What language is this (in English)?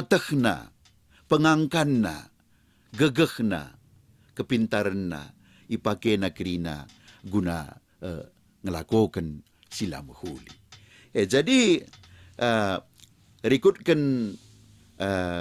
Batak Karo